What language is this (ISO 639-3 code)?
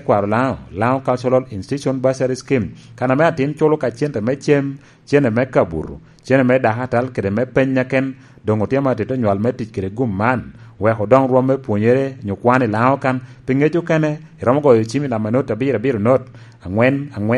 laj